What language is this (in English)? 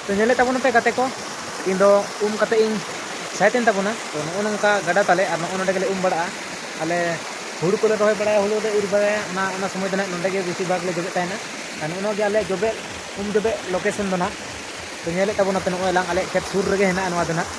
Santali